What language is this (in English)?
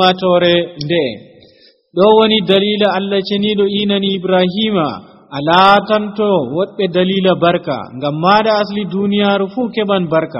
Nigerian Fulfulde